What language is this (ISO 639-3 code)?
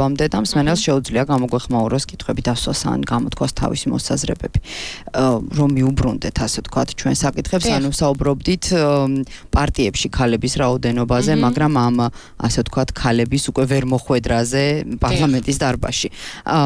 kat